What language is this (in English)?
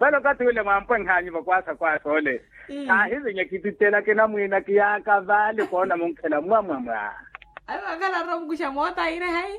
Makhuwa